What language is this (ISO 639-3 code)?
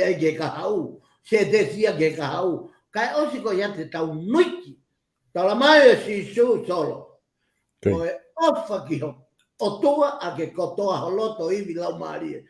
ton